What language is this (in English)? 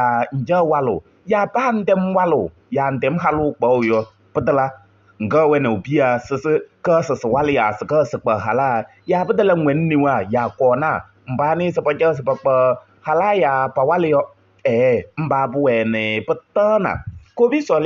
Kabiyè